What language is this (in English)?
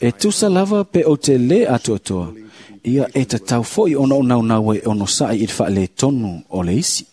Samoan